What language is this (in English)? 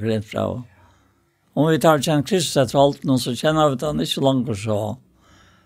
Faroese